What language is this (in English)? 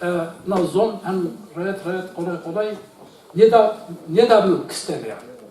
Zaza